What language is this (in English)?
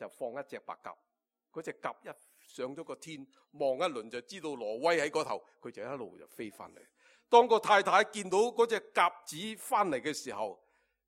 Cantonese